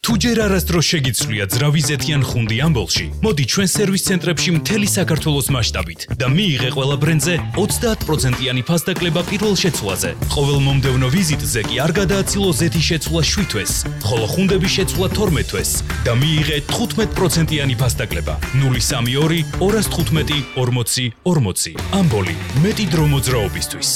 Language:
Georgian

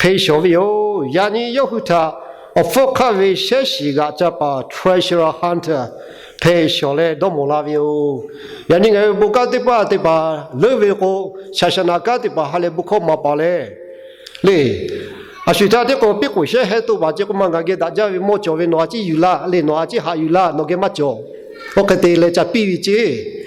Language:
Lahu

